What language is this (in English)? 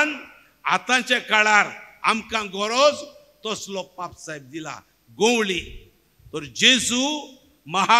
Konkani